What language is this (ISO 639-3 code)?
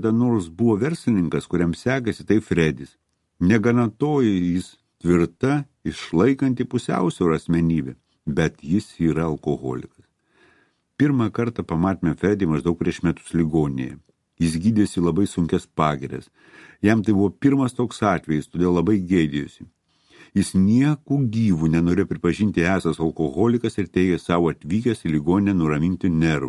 lit